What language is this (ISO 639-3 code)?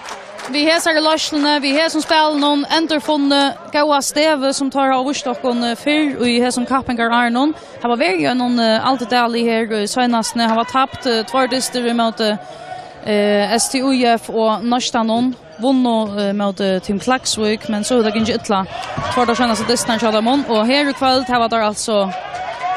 fao